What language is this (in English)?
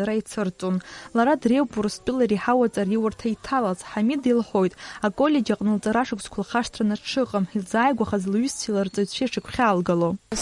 Abkhazian